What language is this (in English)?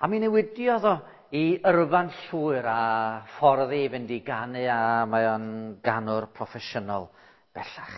Welsh